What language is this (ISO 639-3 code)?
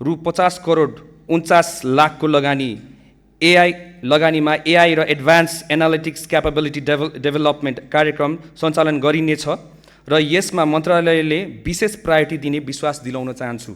nep